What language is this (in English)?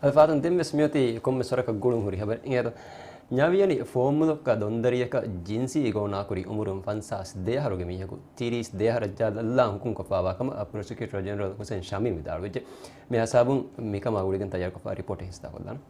Divehi